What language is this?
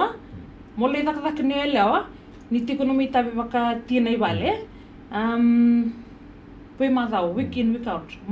Fijian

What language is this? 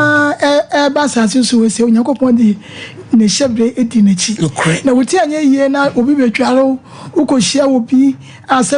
Akan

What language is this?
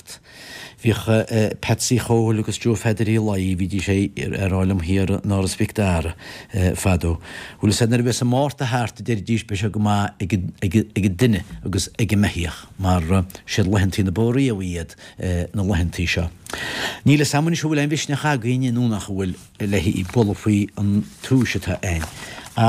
Irish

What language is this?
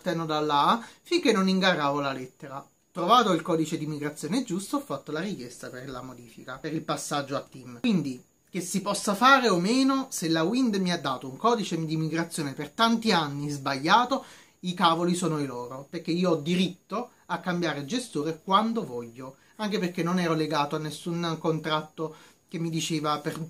Italian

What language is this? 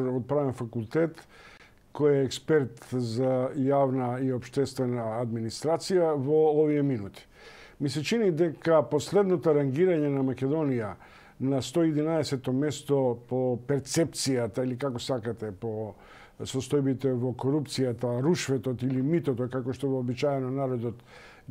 Macedonian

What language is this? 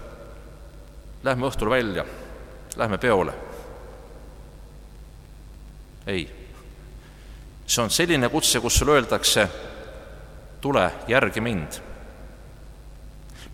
Estonian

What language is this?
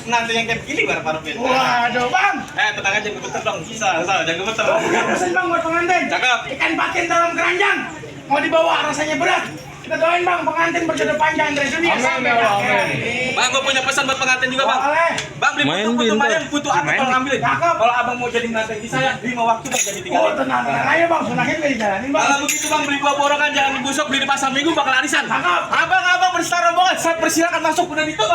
Betawi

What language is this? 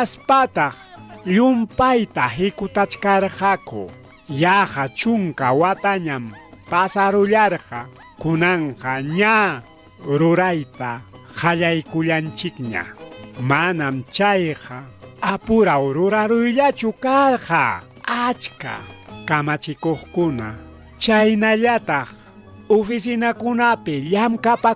Ayacucho Quechua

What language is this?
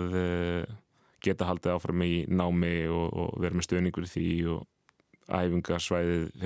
Icelandic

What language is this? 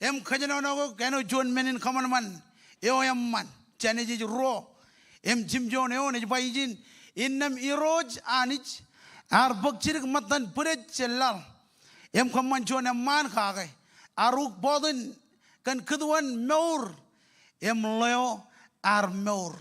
Marshallese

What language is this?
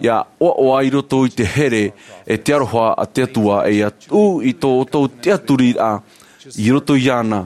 Tahitian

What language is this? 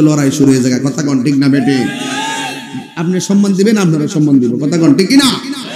Bangla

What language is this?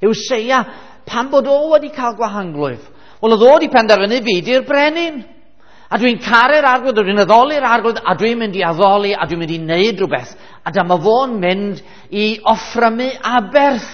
Welsh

